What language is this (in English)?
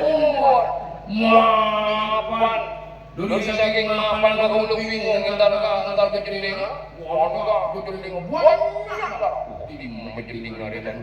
Madurese